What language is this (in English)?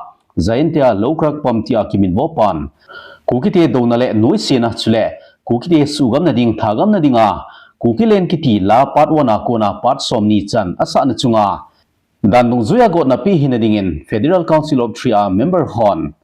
Thado Chin